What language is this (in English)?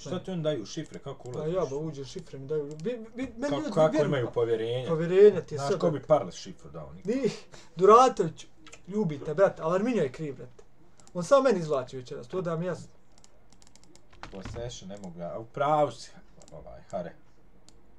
Bosnian